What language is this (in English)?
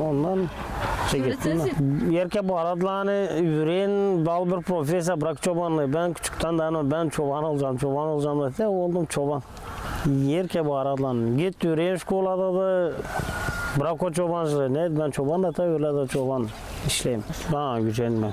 Gagauz